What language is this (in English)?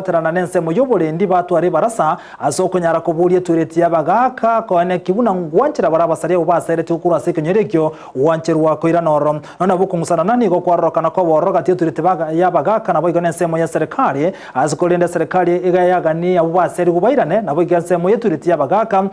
Gusii